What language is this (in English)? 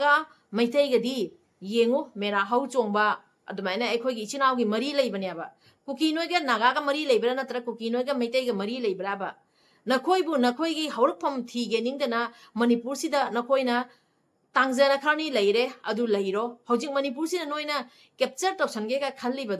Manipuri